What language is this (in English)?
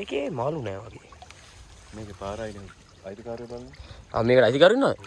Sinhala